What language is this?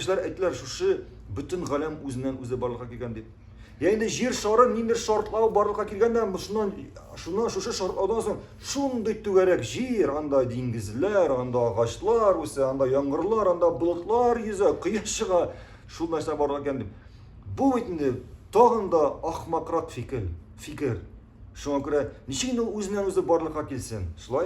Tatar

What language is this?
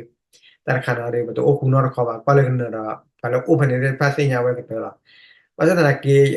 S'gaw Karen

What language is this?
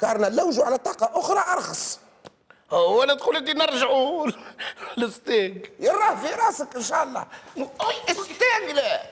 Tunisian Arabic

